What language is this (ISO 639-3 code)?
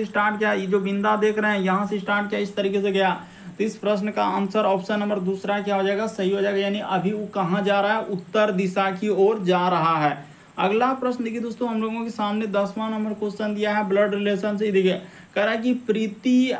hin